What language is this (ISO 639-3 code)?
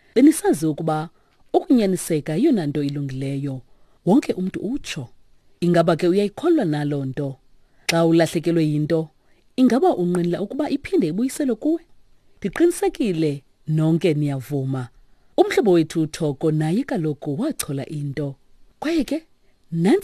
xho